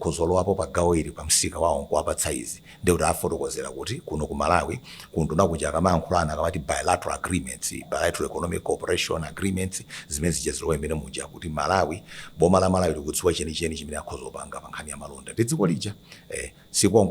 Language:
Nyanja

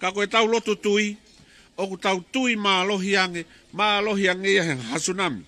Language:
Tongan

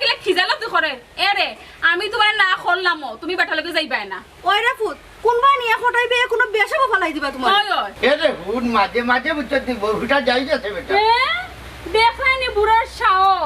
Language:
Sylheti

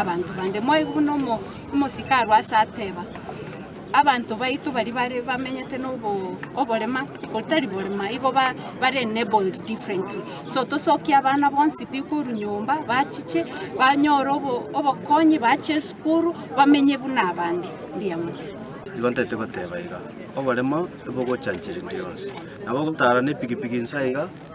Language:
Gusii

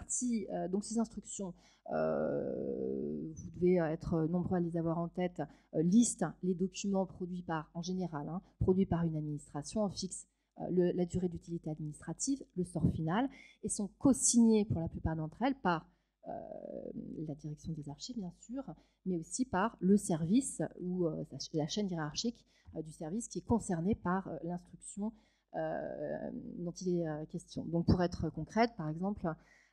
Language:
French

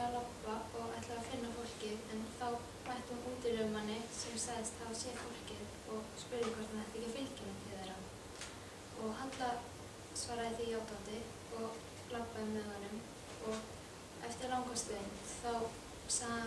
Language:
Icelandic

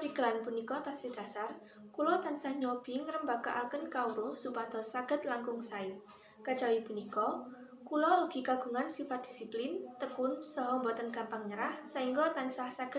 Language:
Javanese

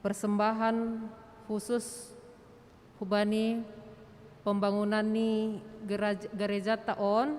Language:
Batak Simalungun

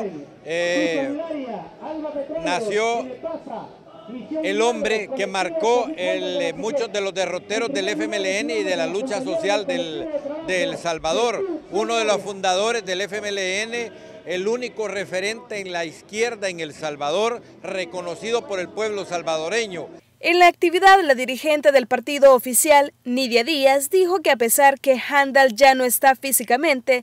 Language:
Spanish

